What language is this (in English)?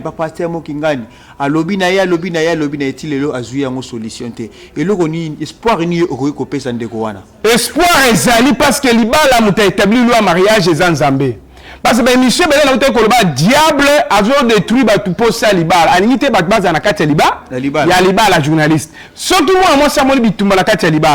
Lingala